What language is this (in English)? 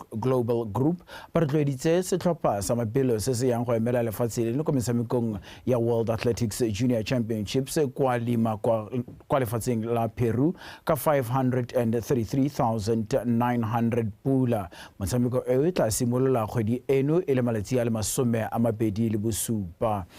Tswana